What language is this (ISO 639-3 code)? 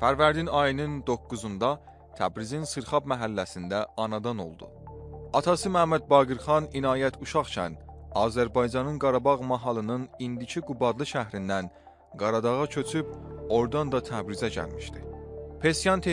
azb